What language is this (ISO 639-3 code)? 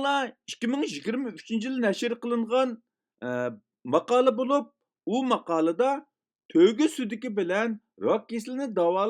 uig